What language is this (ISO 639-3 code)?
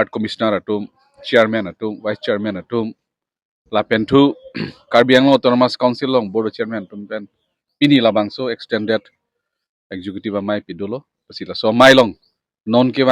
mjw